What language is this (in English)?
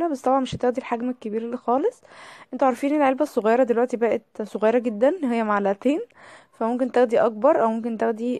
Egyptian Arabic